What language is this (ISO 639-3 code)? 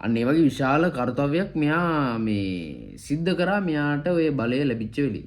sin